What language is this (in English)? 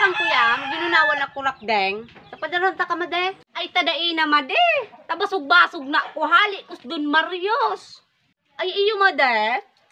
Bikol